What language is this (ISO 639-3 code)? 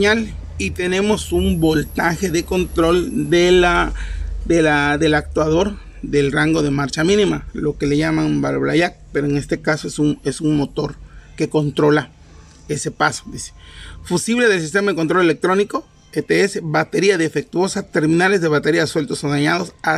spa